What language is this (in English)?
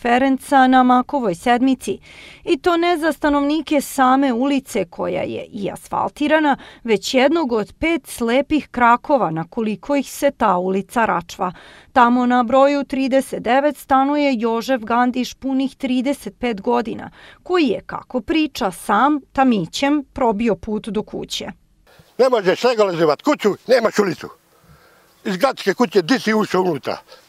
Serbian